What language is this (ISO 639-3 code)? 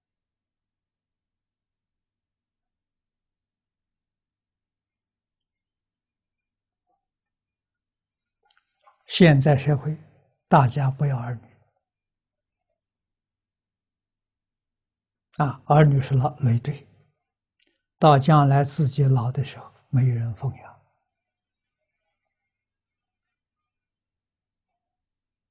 zho